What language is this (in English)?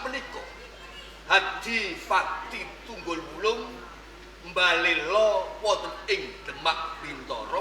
Javanese